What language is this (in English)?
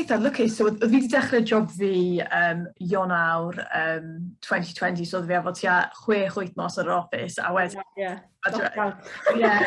Welsh